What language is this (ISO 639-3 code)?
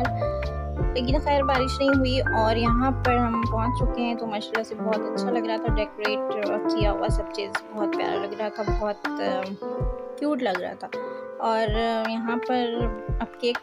hin